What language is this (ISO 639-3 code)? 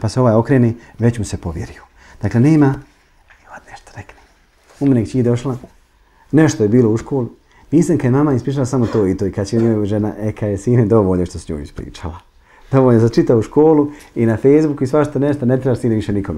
bos